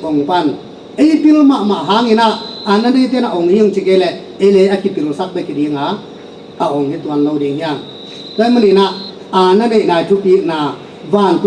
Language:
Tedim Chin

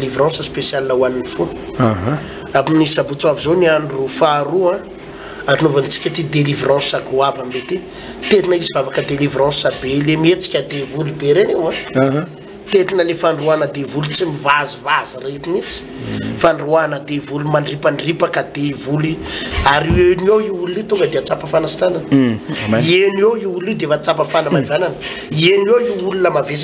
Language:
Malagasy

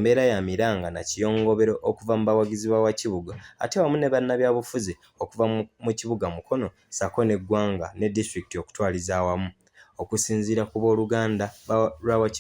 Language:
Ganda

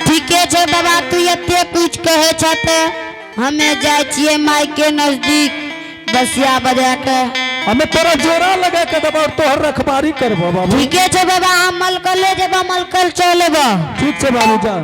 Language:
Angika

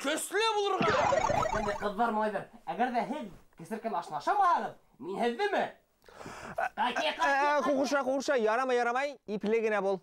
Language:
Bashkir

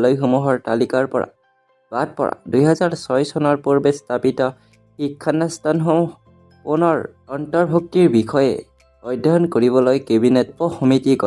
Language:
Assamese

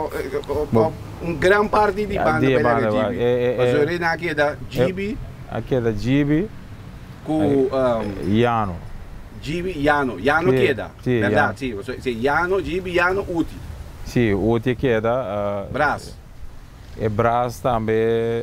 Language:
Papiamento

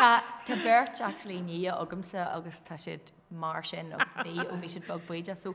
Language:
Irish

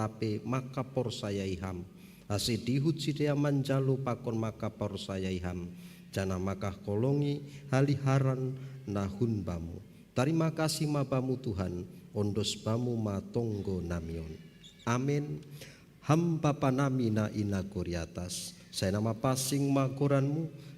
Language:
Batak Simalungun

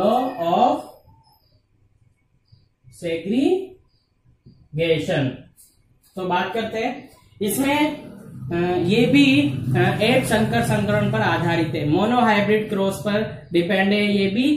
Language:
Hindi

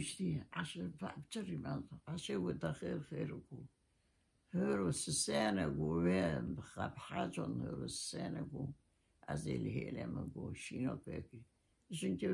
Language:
Kurdish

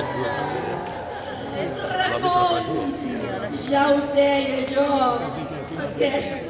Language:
Catalan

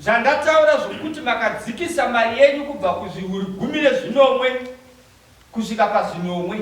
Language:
Shona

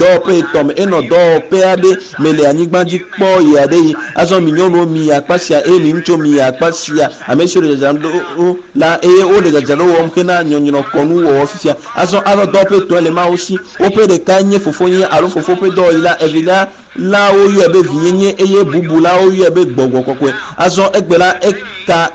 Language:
Ewe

